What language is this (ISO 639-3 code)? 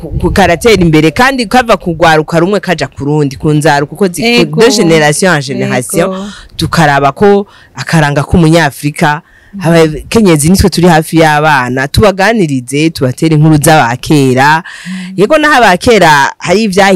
run